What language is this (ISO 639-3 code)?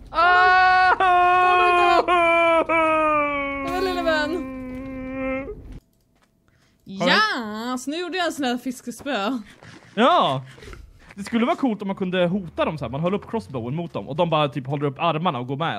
swe